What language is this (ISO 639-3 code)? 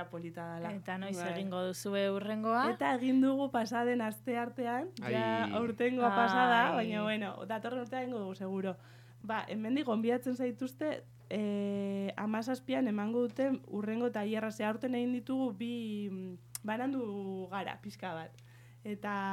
eus